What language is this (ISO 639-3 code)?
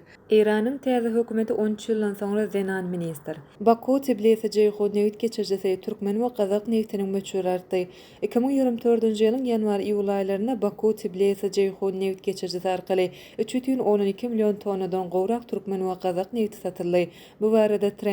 tuk